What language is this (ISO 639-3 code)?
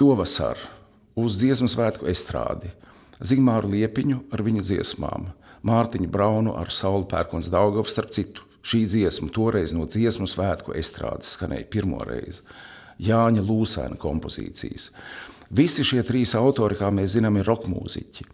lav